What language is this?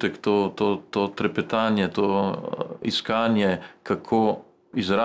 Slovenian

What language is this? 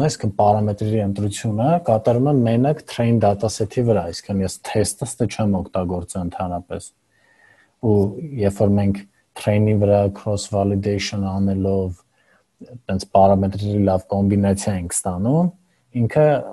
Armenian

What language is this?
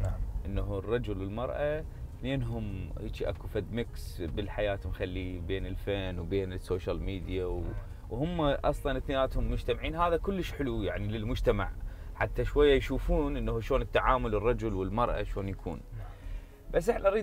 Mesopotamian Arabic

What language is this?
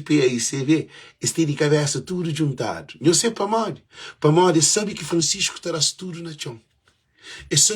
Kabuverdianu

